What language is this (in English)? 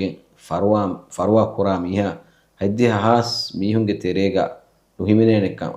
Divehi